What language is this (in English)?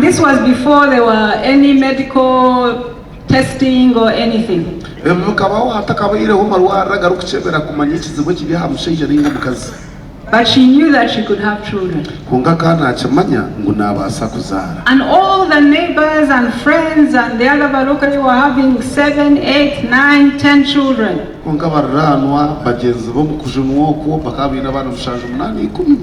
Nyankole